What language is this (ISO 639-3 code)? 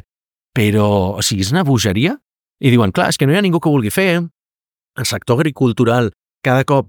cat